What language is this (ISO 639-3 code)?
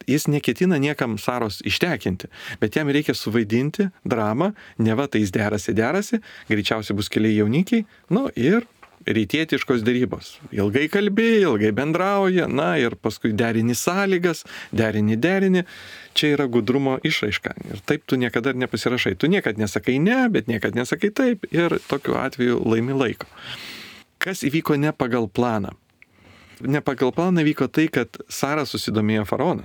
lit